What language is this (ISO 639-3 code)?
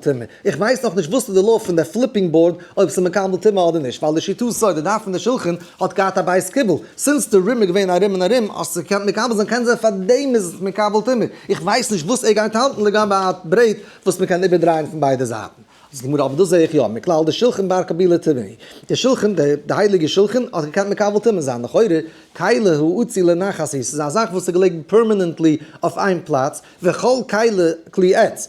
yid